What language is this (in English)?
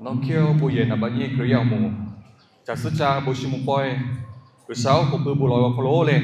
Lahu